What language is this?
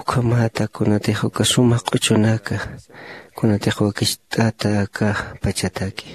Aymara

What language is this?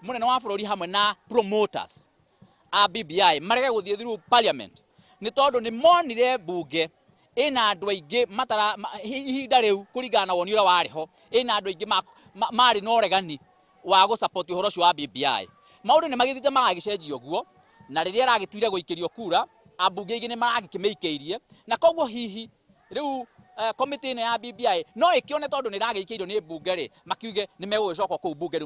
Kikuyu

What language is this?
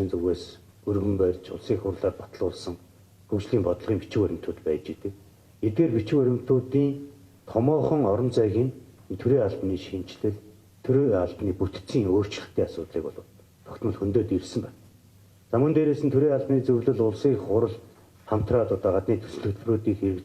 Mongolian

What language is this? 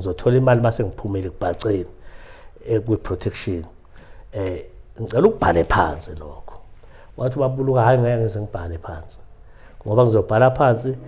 Zulu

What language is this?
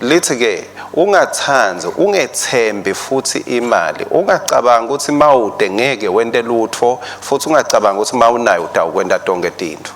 Swati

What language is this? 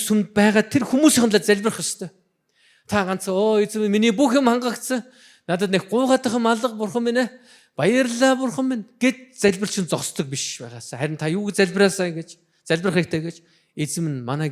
Mongolian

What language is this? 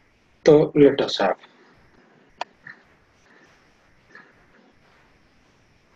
Hindi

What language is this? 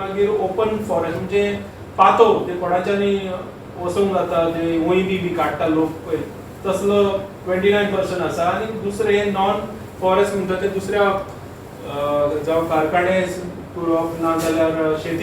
Konkani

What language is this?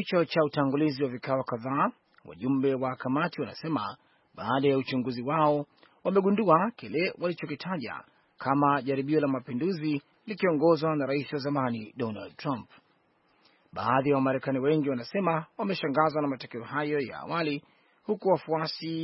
Swahili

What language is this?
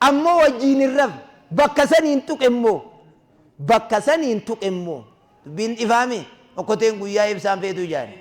Oromo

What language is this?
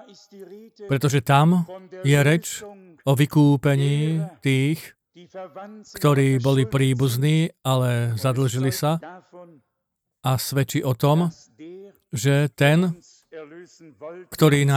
Slovak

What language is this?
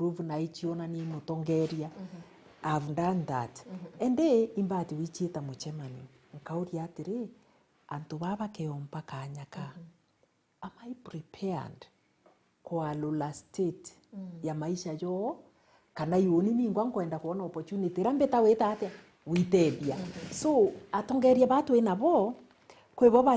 Meru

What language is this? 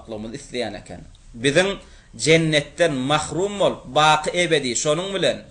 Turkmen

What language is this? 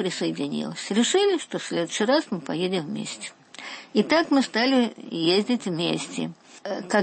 Russian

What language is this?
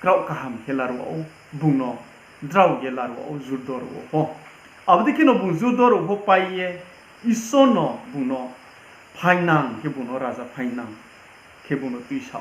Riang (India)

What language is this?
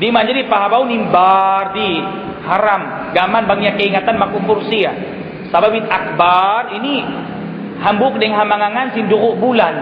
Tausug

